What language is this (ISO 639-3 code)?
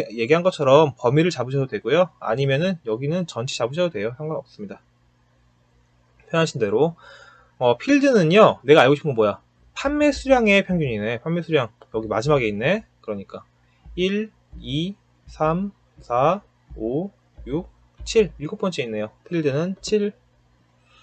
kor